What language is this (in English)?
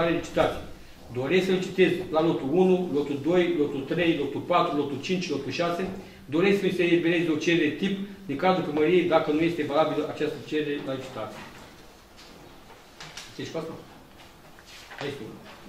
Romanian